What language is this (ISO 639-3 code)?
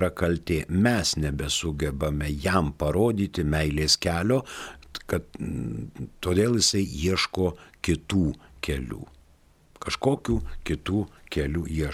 lit